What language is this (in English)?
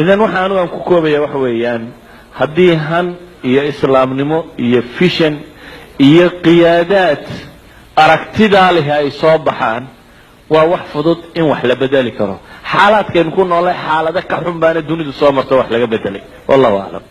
Somali